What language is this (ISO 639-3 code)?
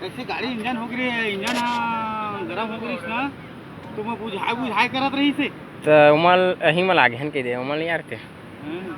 hne